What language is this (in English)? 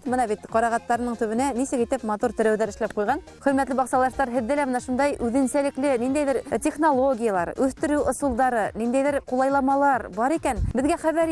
Bashkir